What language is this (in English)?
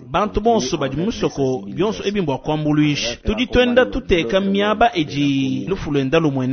Luba-Lulua